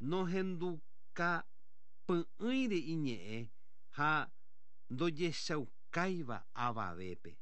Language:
Guarani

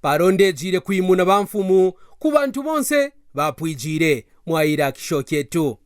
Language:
Kaonde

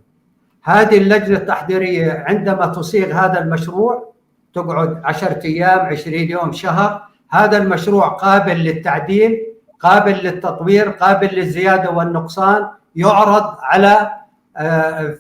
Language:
North Levantine Arabic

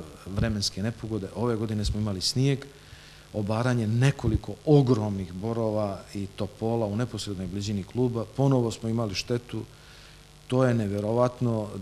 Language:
Serbian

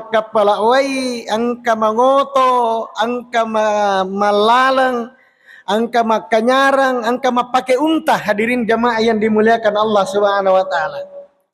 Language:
Buginese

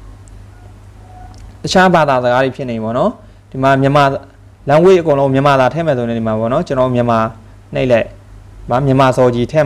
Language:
Burmese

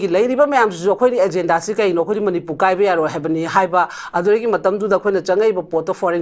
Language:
Manipuri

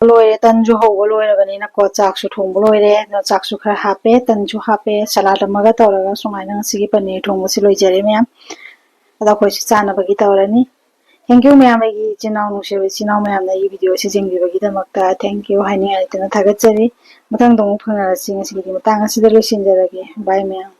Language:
Manipuri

